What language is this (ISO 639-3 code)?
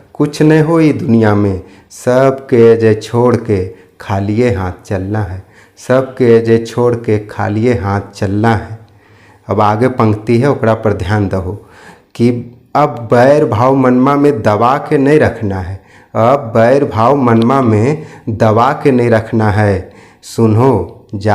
mag